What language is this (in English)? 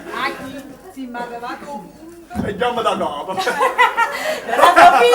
Neapolitan